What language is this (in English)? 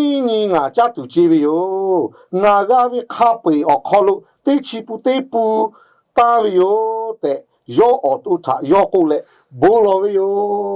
Lahu